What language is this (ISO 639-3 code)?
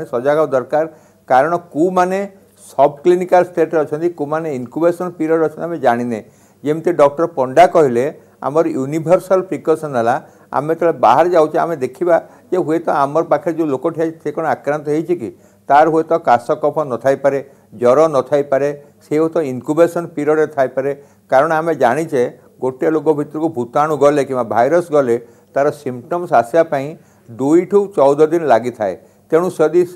ori